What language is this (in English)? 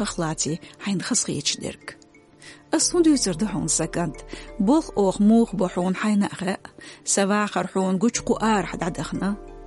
Chechen